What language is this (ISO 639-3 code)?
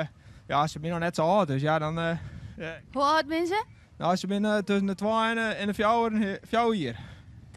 fry